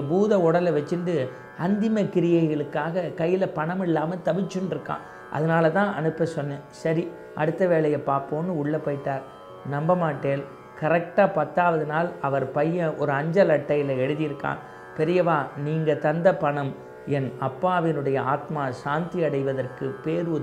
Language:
Tamil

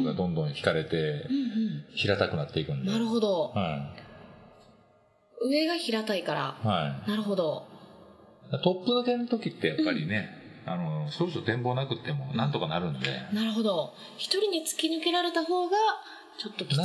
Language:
Japanese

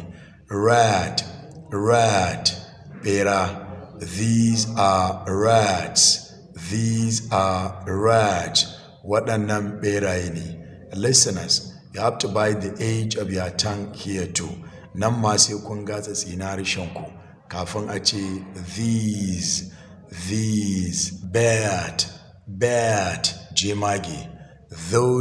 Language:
Hausa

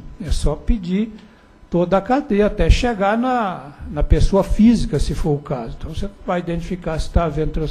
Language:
Portuguese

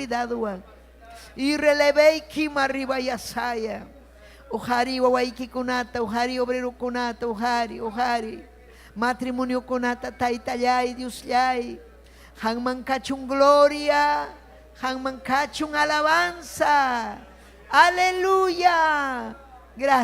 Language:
Ayacucho Quechua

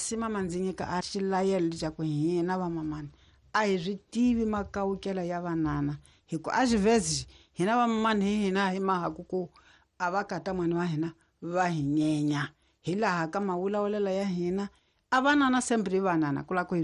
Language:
Tsonga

